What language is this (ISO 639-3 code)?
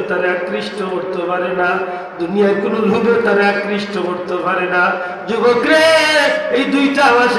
syl